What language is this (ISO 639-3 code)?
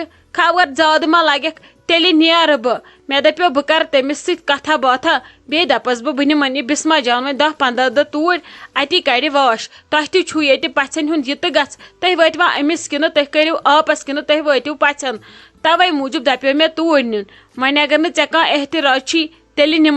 kas